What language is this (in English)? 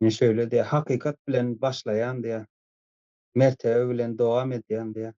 Turkmen